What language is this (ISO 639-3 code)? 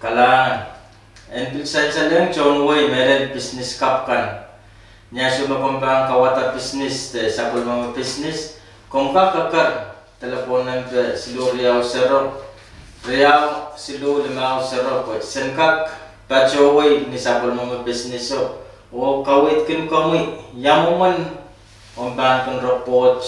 pon